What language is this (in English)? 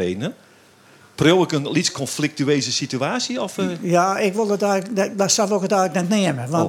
Western Frisian